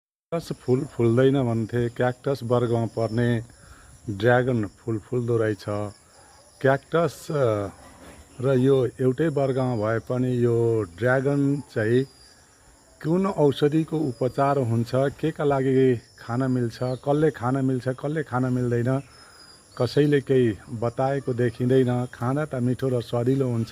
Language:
Nepali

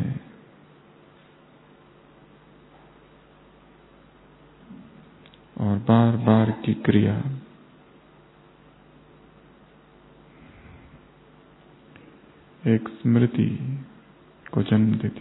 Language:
Hindi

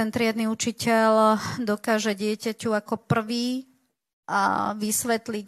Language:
Slovak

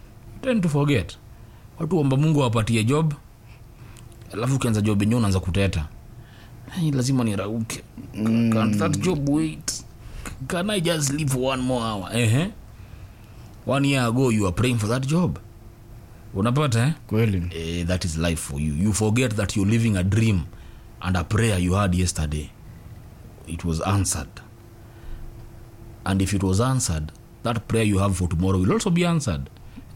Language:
Swahili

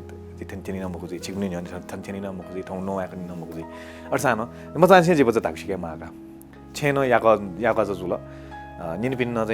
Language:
Newari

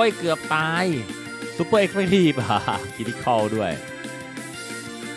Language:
Thai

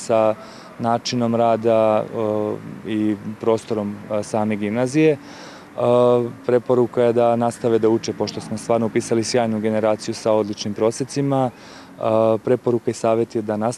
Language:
Serbian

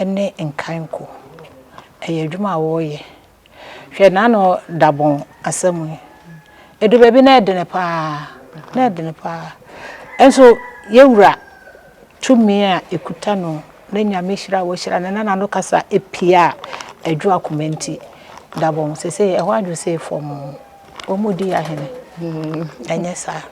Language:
Akan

